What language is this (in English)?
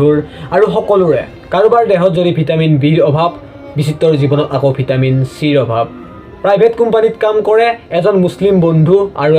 Assamese